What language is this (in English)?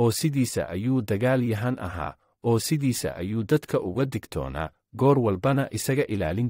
Somali